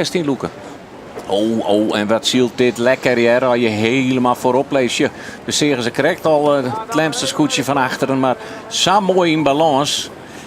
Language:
Western Frisian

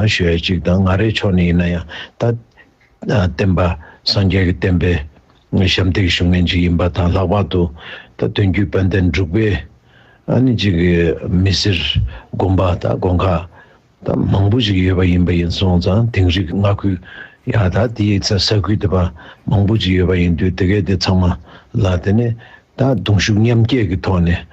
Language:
Tibetan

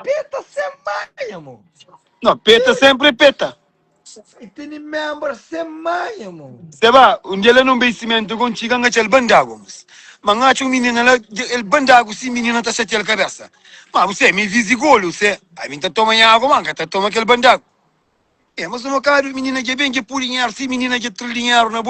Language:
Kabuverdianu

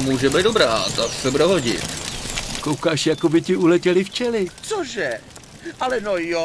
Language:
Czech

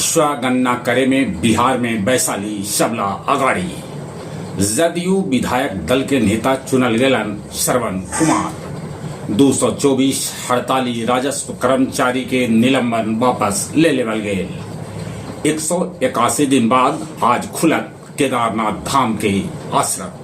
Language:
Magahi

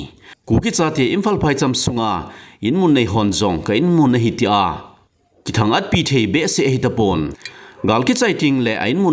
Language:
Thado Chin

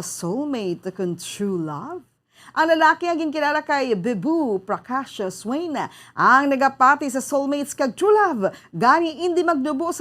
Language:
Hiligaynon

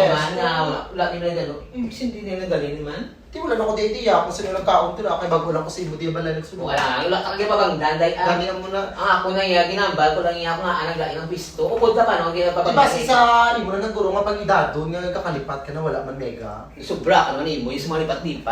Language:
Hiligaynon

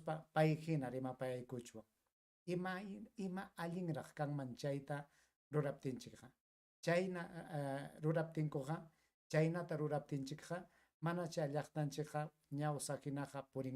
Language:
Ayacucho Quechua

